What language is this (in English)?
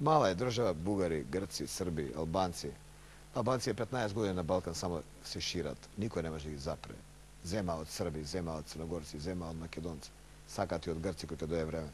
Macedonian